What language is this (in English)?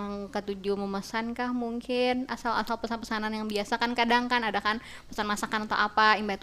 Banjar